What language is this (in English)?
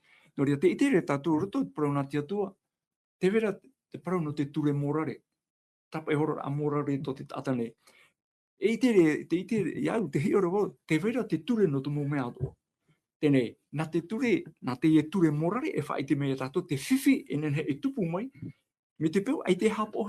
Tahitian